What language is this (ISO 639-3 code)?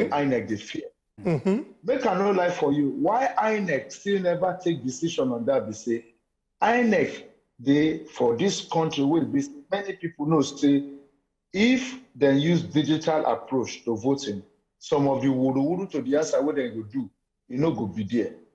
pcm